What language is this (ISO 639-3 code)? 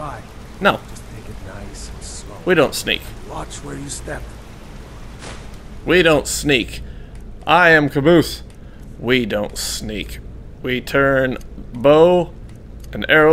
eng